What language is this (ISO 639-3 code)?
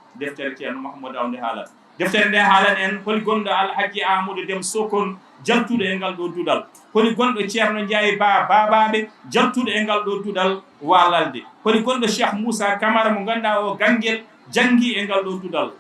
ful